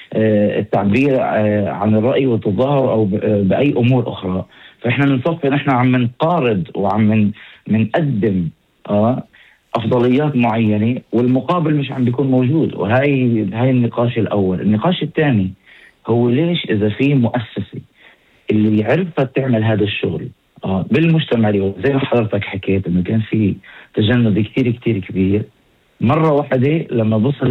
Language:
North Levantine Arabic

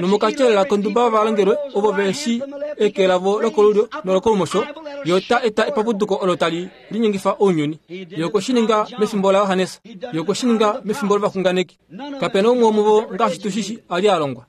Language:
Kuanyama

